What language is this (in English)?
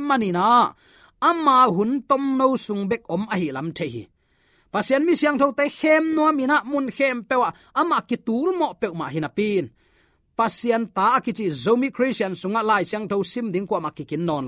Tedim Chin